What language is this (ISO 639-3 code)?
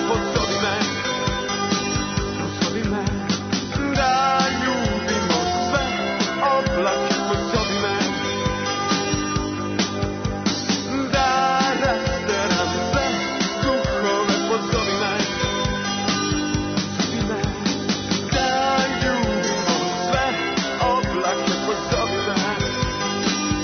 srp